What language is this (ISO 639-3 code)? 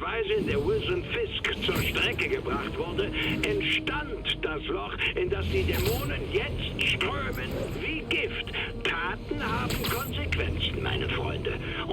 bar